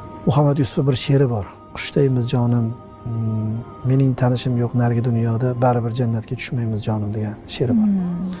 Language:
Uzbek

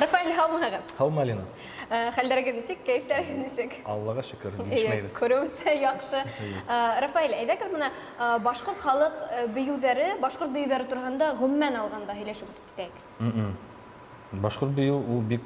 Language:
Bashkir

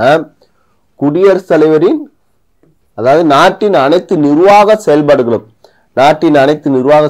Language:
Tamil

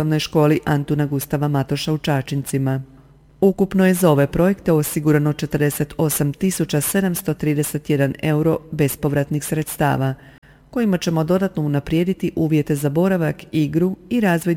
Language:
Croatian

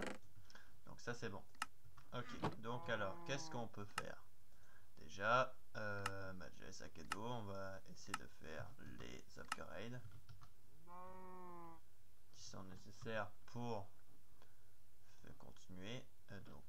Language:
French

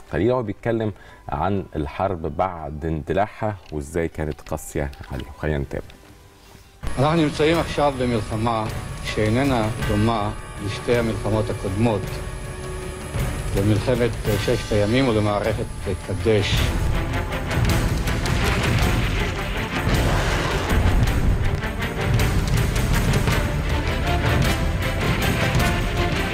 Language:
Hebrew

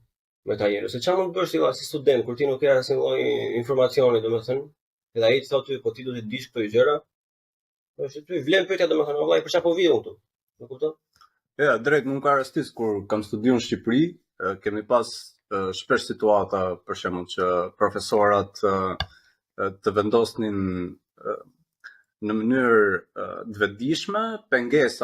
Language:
Albanian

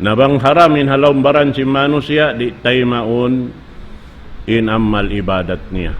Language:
Tausug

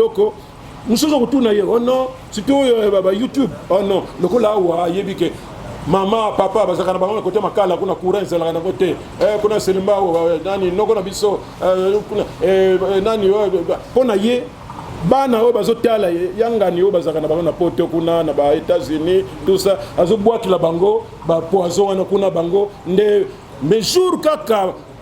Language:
Lingala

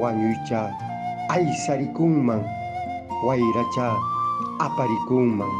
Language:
Quechua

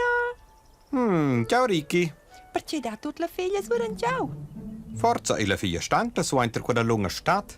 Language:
Romansh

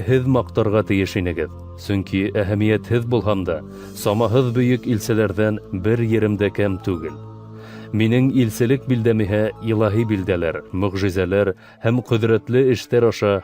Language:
Bashkir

